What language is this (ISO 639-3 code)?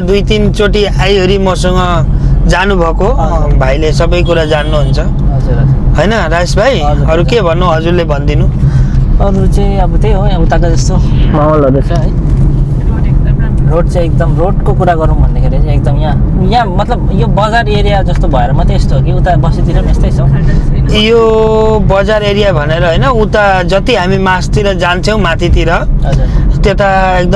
nep